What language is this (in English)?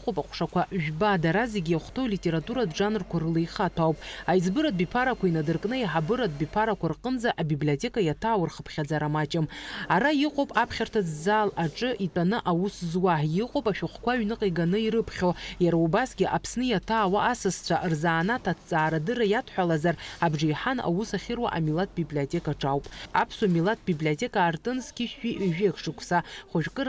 Abkhazian